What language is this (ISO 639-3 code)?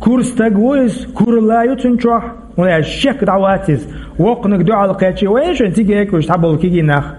che